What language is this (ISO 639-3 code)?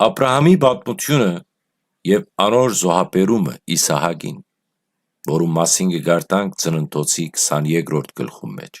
hyw